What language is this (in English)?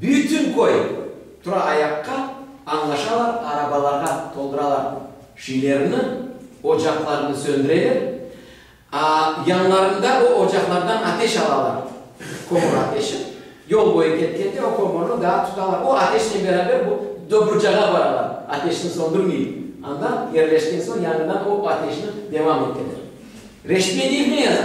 Crimean Tatar